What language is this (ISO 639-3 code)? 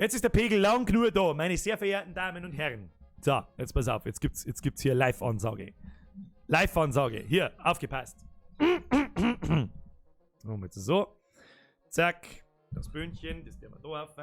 bar